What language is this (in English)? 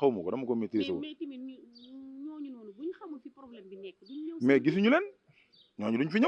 Wolof